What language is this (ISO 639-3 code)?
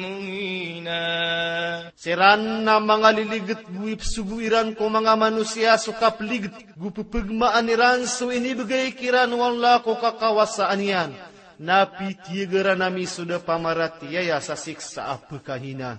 mrw